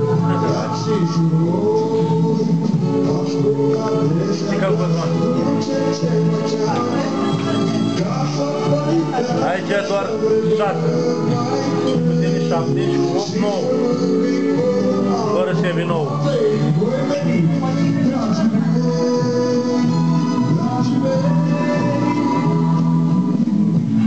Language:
Romanian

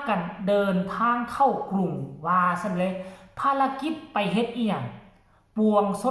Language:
Northeastern Thai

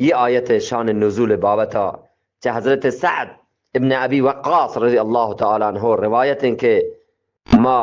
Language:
Eastern Balochi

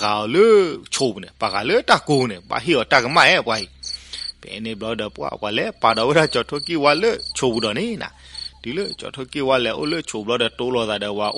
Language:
S'gaw Karen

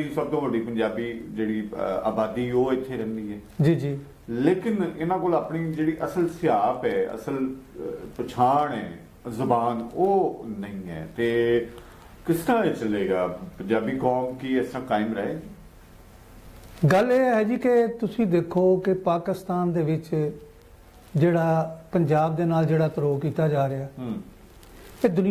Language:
Punjabi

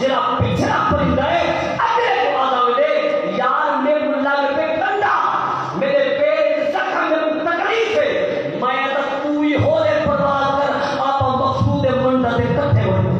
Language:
Saraiki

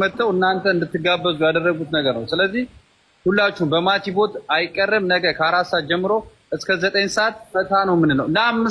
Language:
Amharic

